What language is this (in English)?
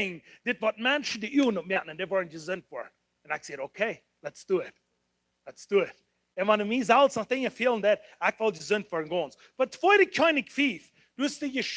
Plautdietsch